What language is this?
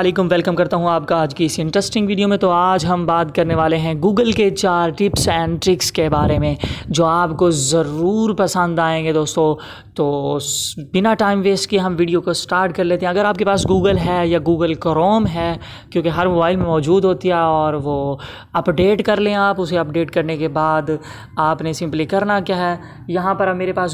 Hindi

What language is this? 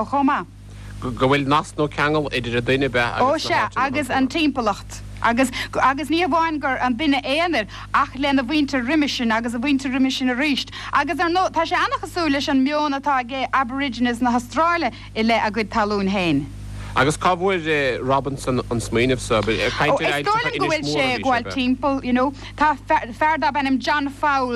Irish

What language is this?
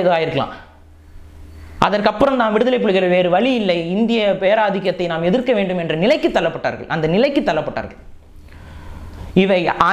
Tamil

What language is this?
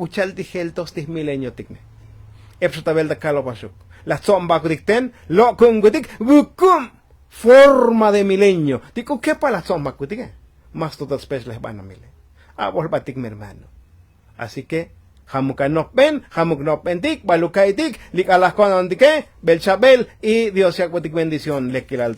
Tzotzil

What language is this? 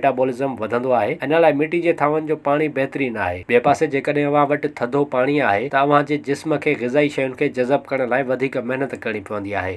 Sindhi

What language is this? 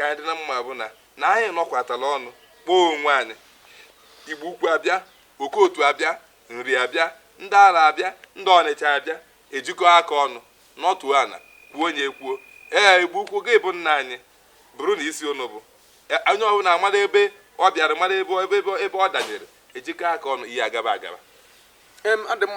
Igbo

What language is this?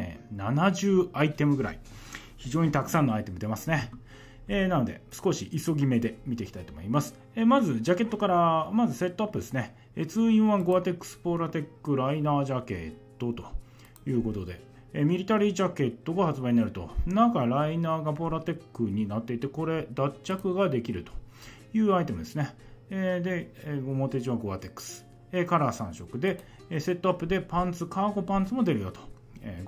Japanese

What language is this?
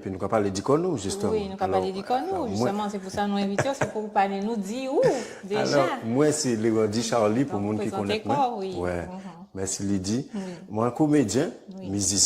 Guadeloupean Creole French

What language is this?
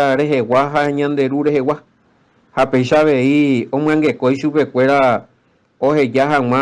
Guarani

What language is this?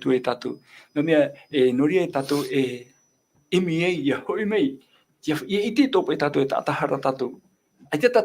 Tahitian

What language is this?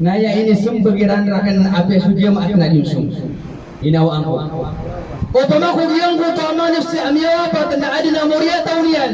Maranao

